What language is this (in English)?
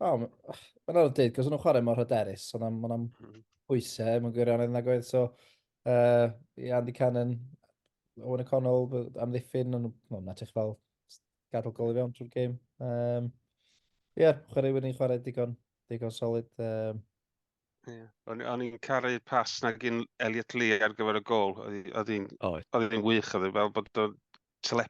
Welsh